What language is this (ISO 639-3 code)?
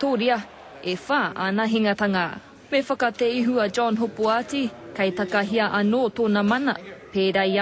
mri